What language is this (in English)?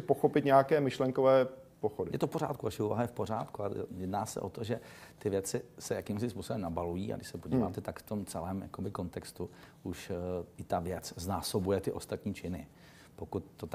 Czech